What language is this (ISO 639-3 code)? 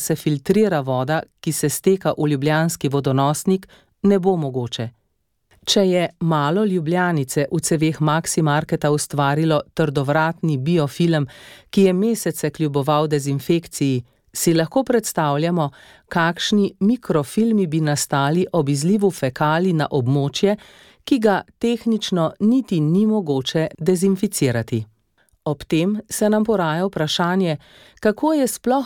slv